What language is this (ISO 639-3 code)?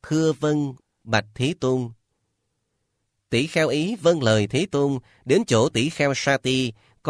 vie